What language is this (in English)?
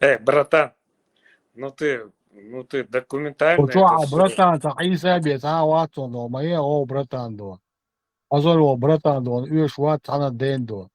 Chechen